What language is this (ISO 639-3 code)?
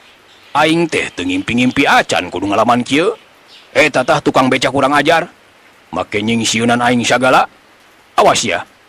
sun